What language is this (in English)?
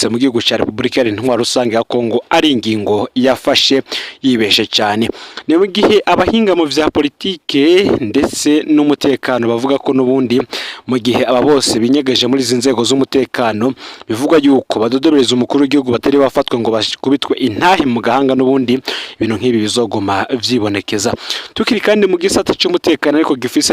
Rundi